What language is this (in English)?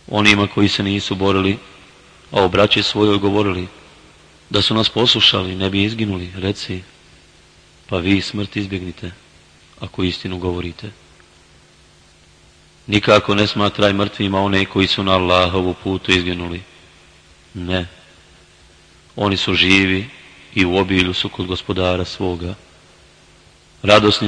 Bosnian